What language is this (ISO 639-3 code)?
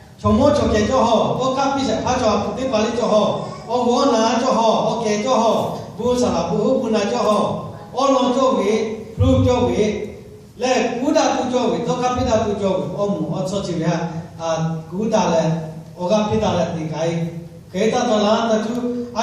lhu